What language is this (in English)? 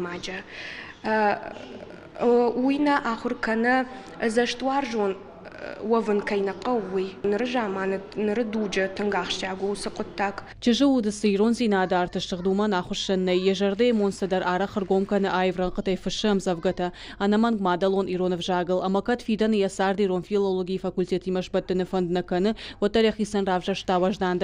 Ossetic